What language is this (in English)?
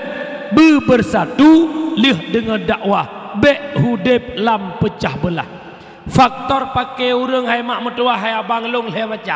Achinese